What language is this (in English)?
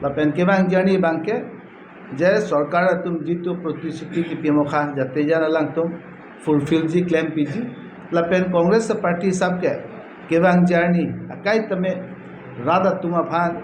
Karbi